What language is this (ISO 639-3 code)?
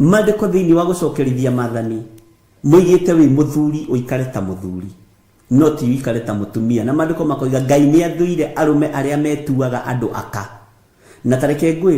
kik